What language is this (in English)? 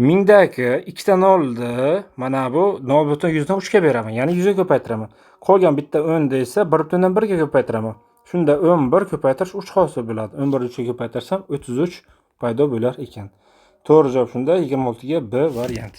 Uzbek